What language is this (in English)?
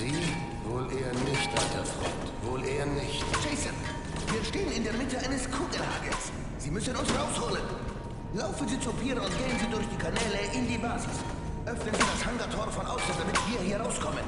Bavarian